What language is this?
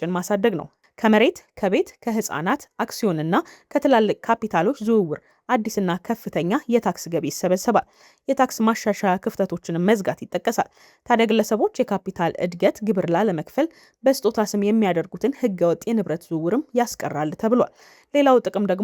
Amharic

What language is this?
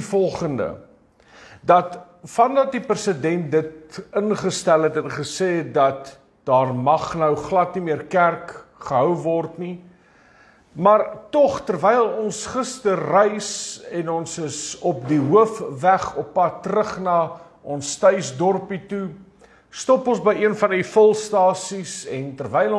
Afrikaans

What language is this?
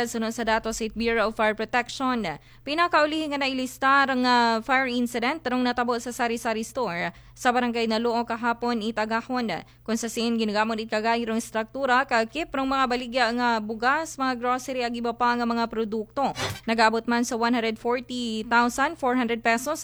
Aklanon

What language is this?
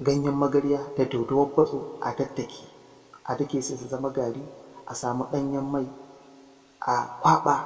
Hausa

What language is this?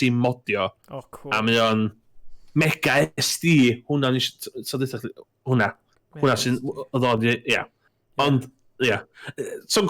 Welsh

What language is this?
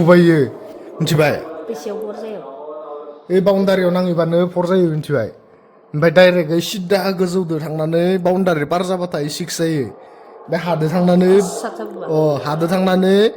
Bodo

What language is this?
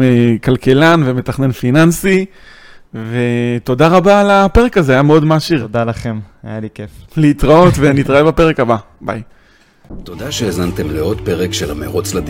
Hebrew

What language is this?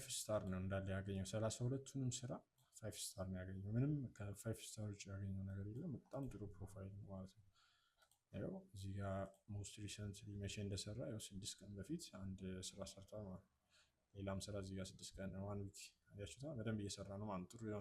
Amharic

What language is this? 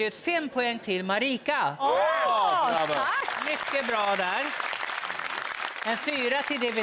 Swedish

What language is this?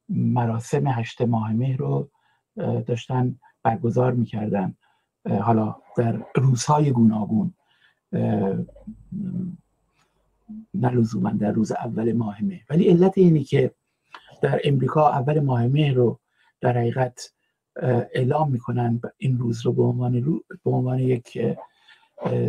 Persian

